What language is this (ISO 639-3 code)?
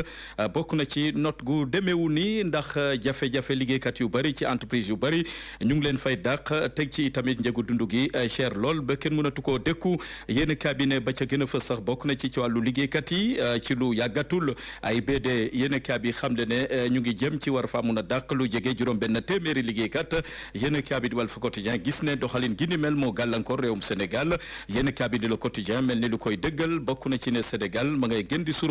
wol